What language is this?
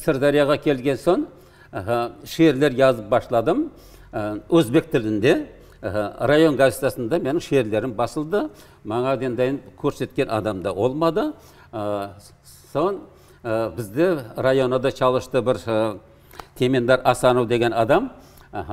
Crimean Tatar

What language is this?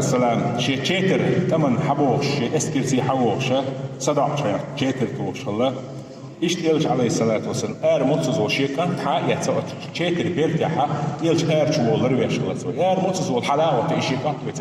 Chechen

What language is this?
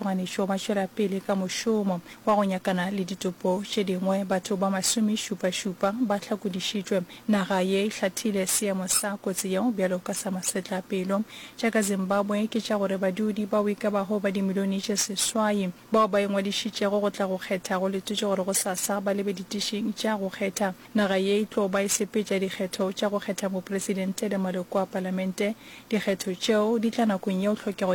Northern Sotho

